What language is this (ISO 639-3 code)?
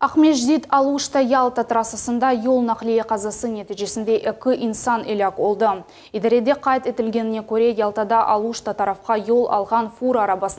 crh